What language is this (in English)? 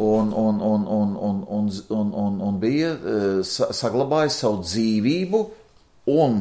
Latvian